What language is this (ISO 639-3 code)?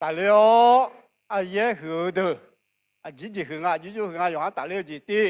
ahk